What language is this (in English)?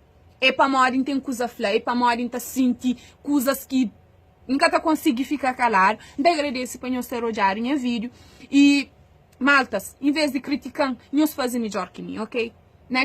Kabuverdianu